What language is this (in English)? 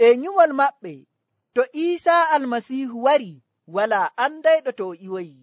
Nigerian Fulfulde